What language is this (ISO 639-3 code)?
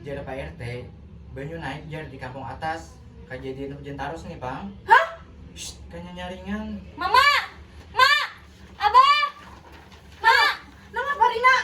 bjn